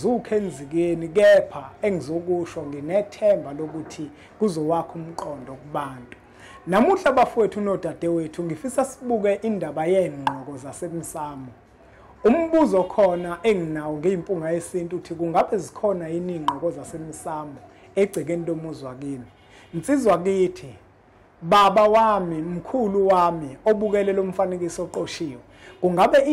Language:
Zulu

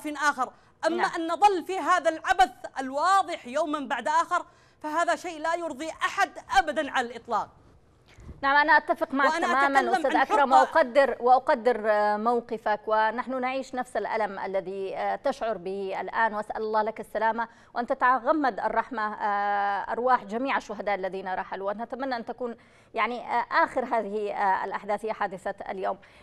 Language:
Arabic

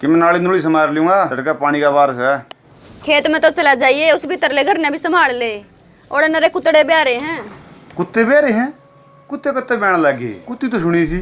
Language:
Haryanvi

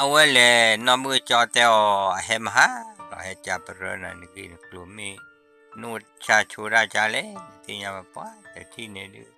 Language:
S'gaw Karen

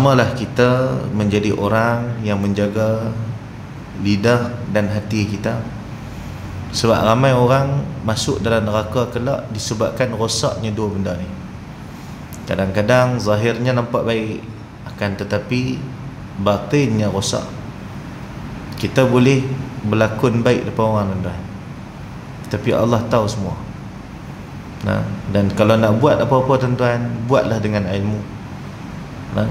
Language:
Malay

